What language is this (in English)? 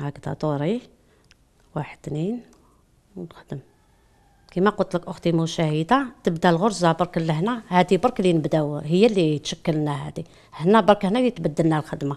Algerian Arabic